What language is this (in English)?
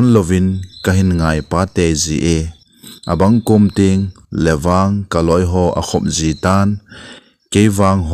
Thado Chin